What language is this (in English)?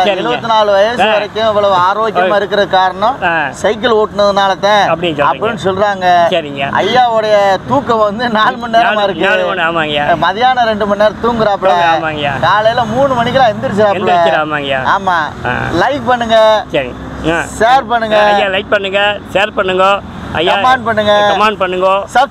Tamil